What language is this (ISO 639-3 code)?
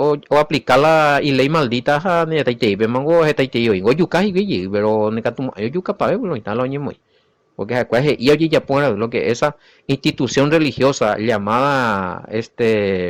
grn